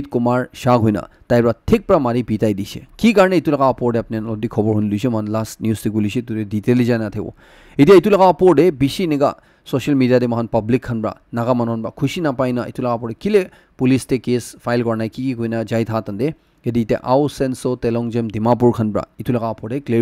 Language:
Naga Pidgin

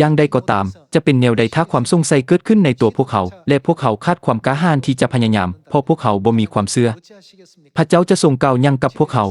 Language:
Lao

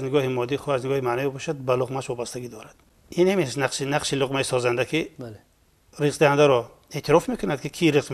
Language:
Persian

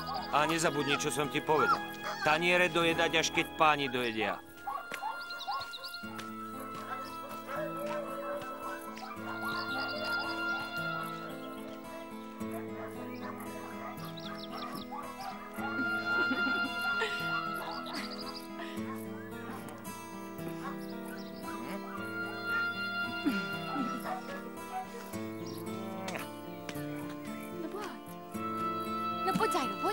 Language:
Slovak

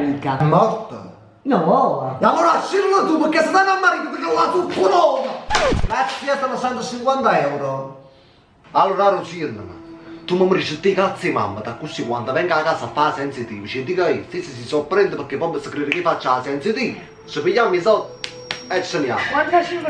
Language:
Neapolitan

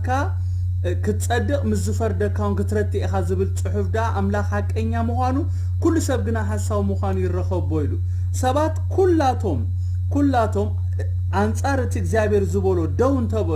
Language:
Tigrinya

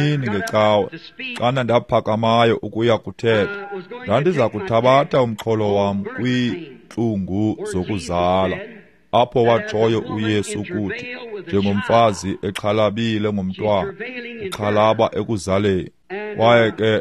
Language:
Xhosa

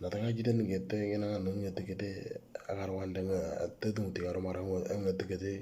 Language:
Moro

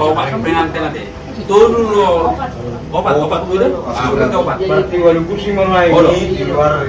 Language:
Batak Toba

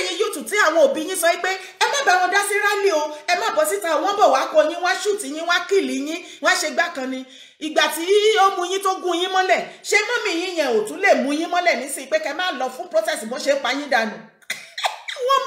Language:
Yoruba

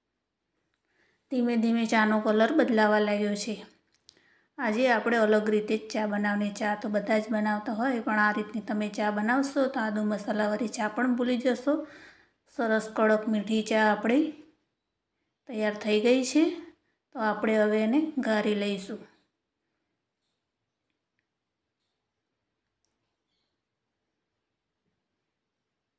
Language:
Gujarati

